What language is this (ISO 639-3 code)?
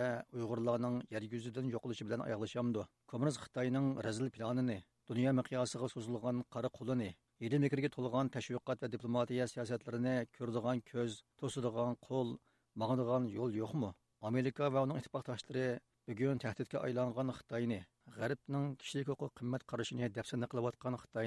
uig